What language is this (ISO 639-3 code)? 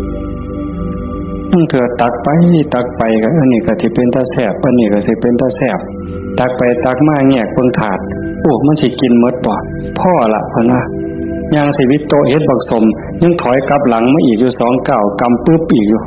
tts